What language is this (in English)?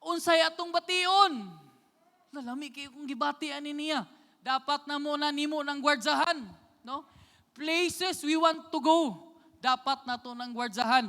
Cebuano